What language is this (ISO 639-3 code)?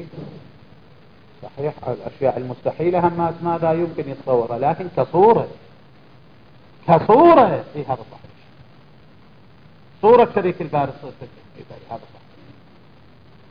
ara